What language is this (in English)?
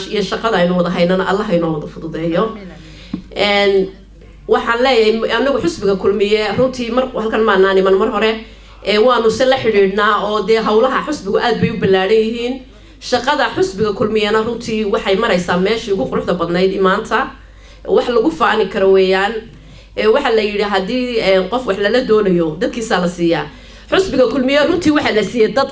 Somali